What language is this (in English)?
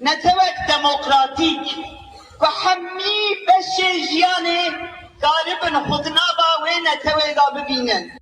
Kurdish